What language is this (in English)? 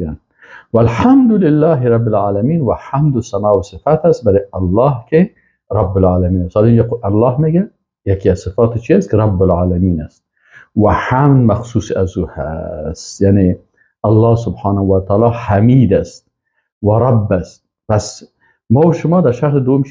Persian